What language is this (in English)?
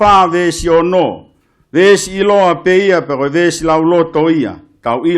Tongan